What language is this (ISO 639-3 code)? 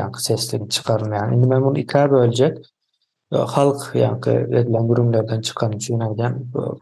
tuk